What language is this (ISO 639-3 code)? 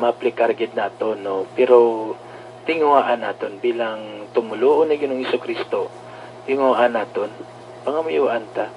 hil